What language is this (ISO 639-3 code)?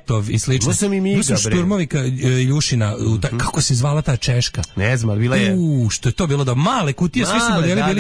srp